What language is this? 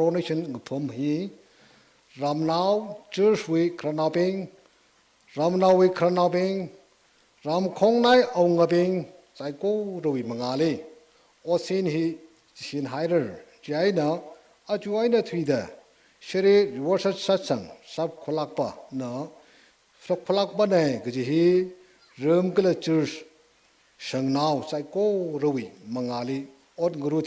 Tangkhul Naga (India)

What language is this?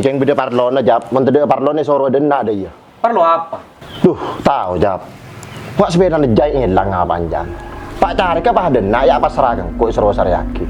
Madurese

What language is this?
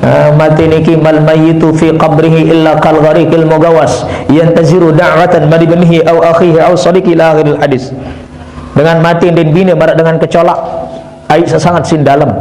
Sasak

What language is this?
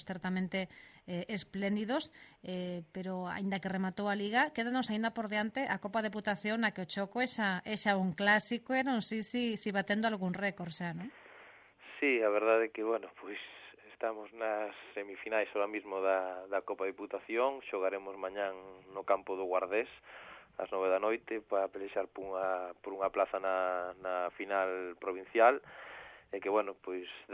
Galician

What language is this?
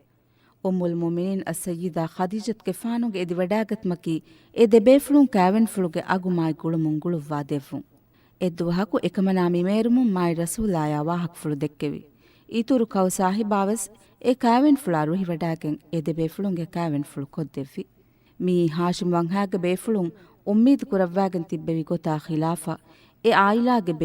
Divehi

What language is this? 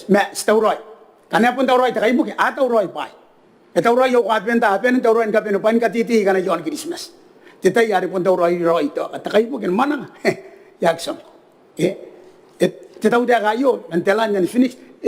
Gilbertese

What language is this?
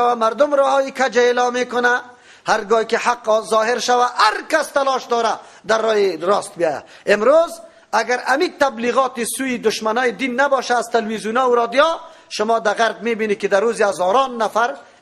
Persian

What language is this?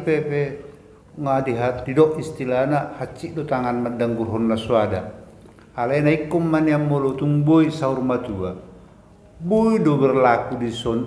Batak Toba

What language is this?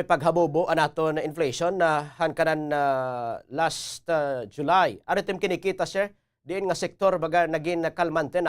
Waray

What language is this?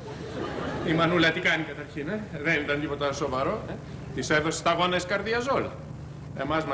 Greek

